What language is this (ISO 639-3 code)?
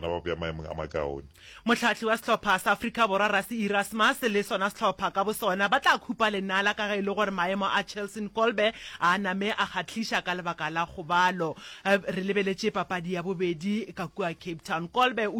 nso